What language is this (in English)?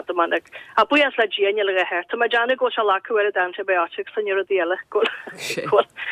Irish